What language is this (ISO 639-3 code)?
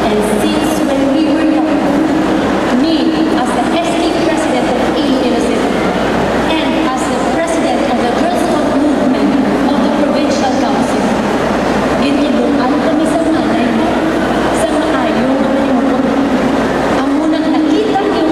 hil